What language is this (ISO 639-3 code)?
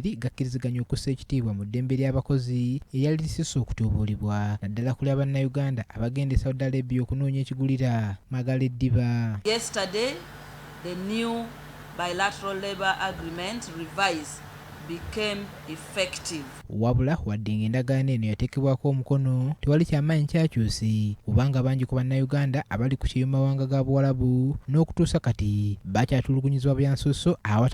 lug